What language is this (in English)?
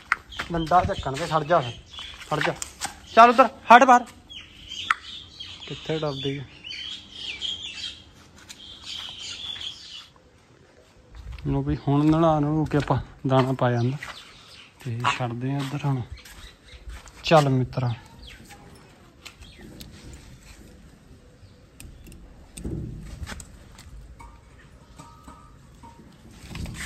Punjabi